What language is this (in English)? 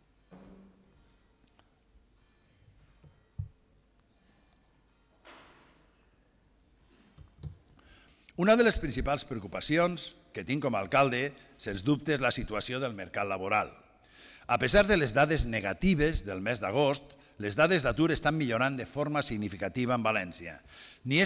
Catalan